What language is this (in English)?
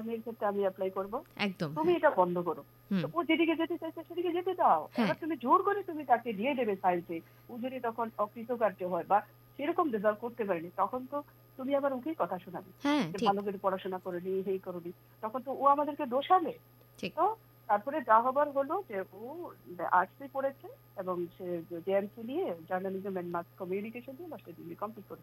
Bangla